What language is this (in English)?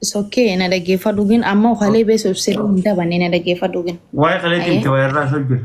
Oromo